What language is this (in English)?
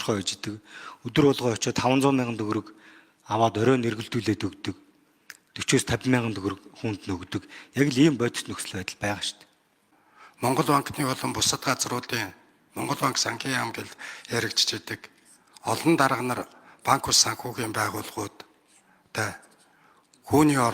Mongolian